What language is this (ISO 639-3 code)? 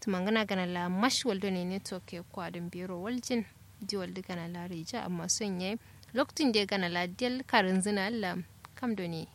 kau